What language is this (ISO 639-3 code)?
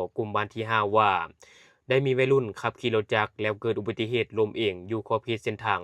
lao